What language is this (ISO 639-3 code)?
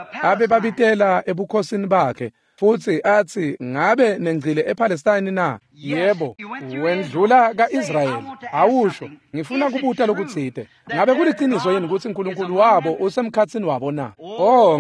ssw